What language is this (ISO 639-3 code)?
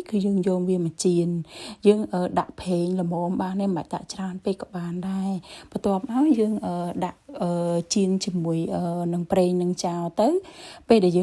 khm